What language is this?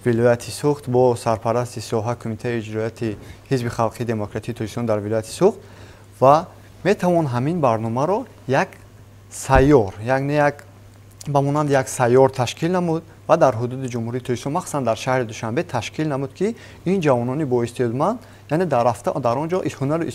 Tajik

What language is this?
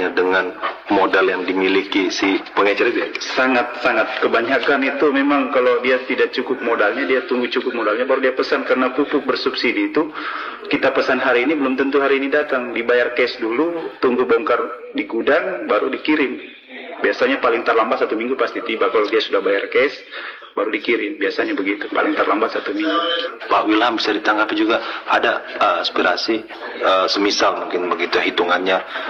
Indonesian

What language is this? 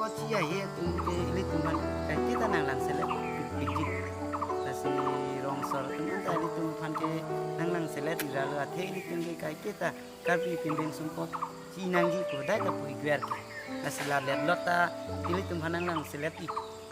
Karbi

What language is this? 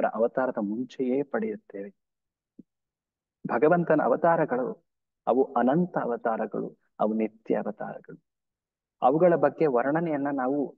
Kannada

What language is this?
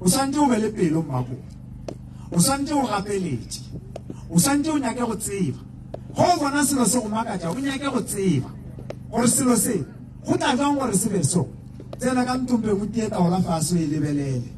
Northern Sotho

